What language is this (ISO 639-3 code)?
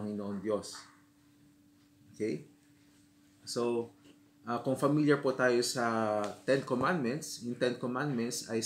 fil